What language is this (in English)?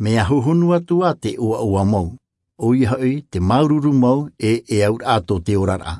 Tahitian